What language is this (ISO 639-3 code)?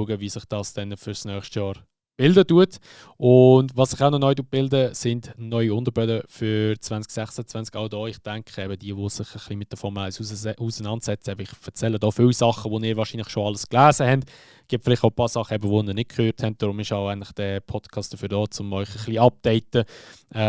gsw